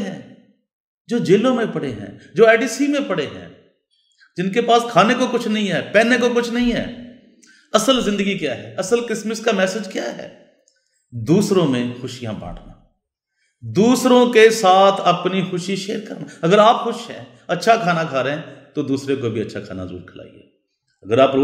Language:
Urdu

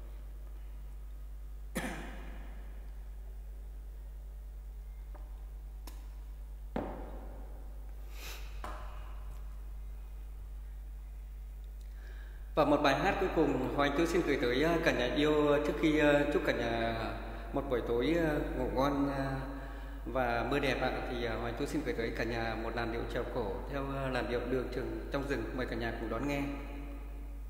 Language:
Vietnamese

